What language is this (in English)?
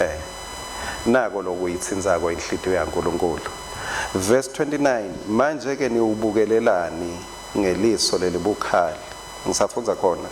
Swati